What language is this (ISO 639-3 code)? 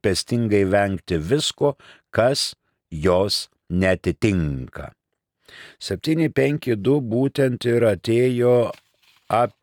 lit